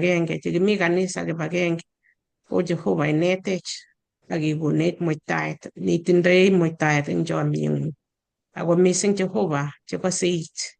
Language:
Kalenjin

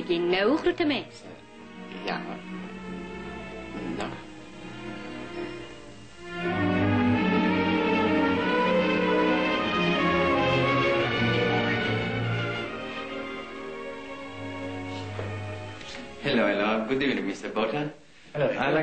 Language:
Afrikaans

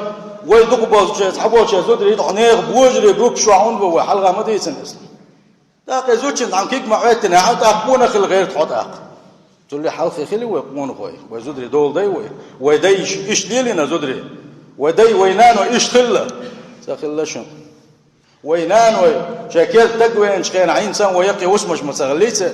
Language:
Chechen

